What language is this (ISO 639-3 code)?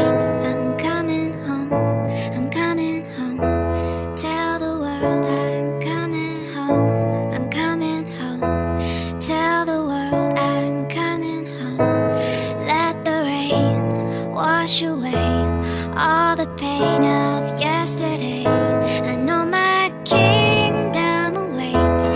eng